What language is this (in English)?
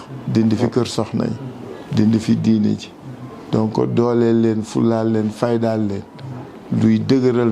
Wolof